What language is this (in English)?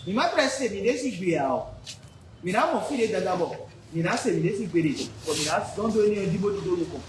Fon